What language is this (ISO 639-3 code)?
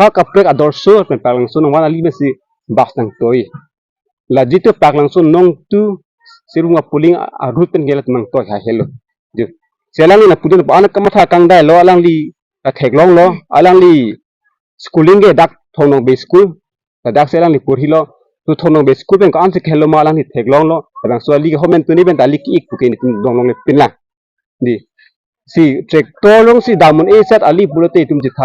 mjw